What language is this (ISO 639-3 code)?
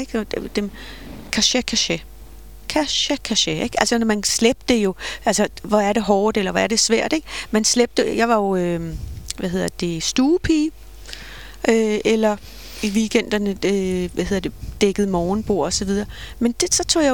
dan